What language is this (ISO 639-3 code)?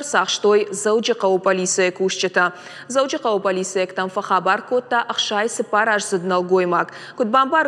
oss